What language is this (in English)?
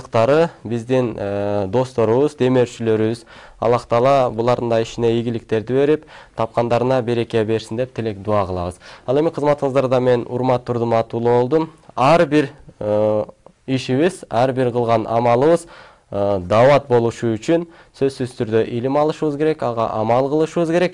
Kyrgyz